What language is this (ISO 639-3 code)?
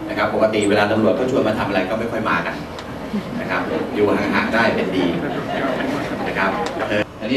tha